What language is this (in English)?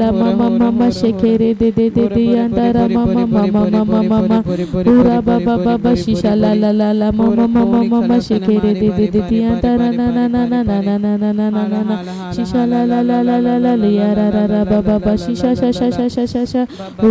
Tem